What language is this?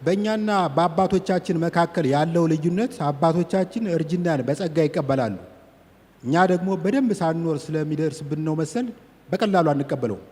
Amharic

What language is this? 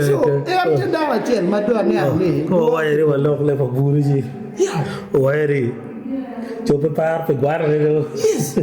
Acoli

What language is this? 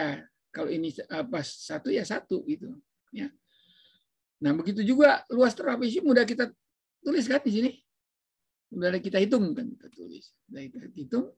Indonesian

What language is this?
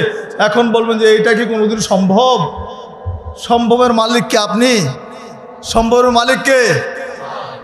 Bangla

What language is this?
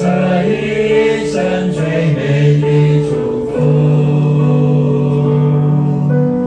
Chinese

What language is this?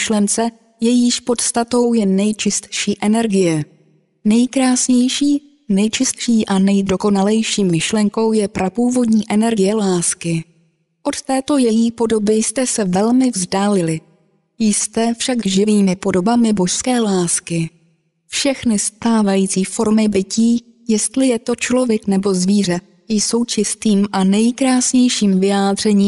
Czech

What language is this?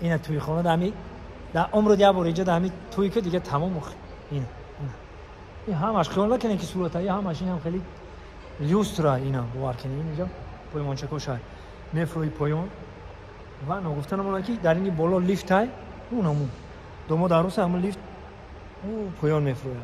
Tajik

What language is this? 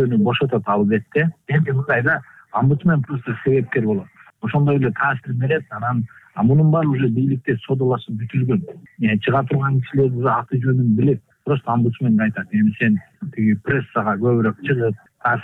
Kyrgyz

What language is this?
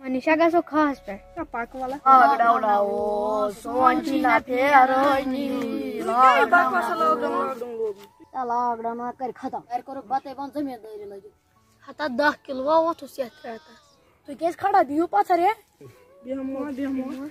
Kashmiri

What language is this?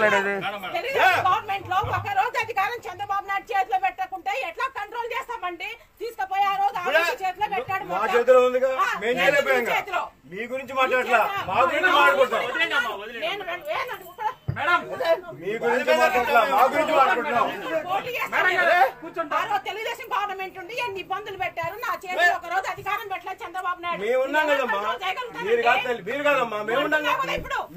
Telugu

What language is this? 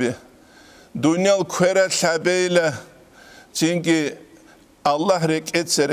Avaric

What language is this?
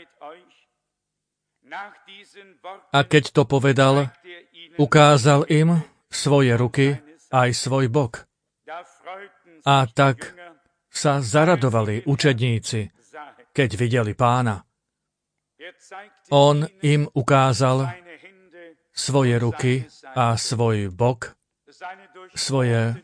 Slovak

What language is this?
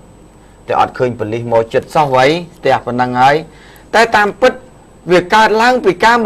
Khmer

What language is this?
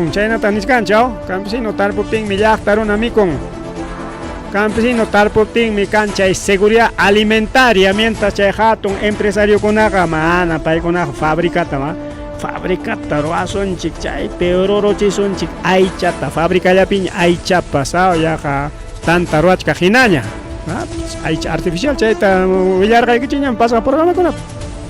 Ayacucho Quechua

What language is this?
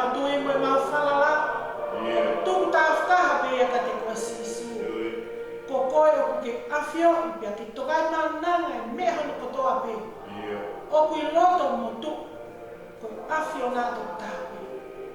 Tongan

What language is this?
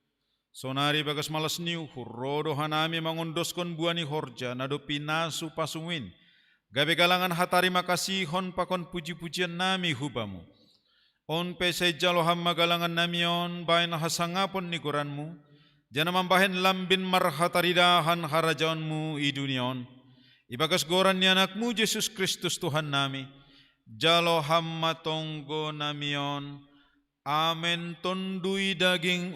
Batak Simalungun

